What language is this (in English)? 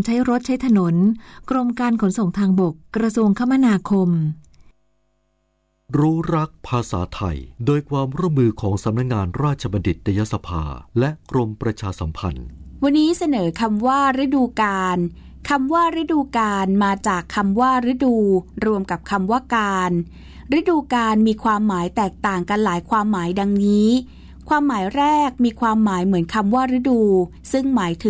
Thai